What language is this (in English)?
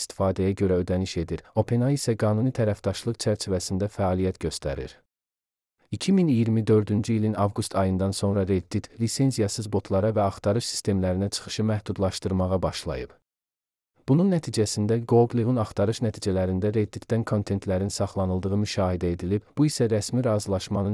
Azerbaijani